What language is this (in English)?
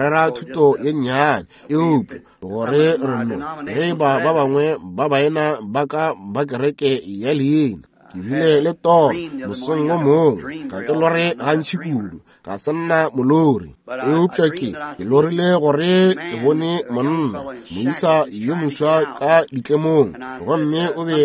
Northern Sotho